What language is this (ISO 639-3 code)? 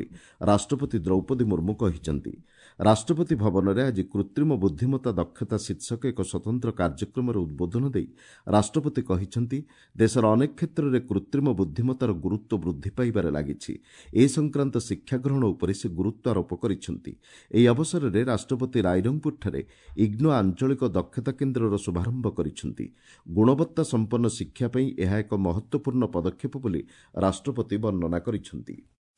ori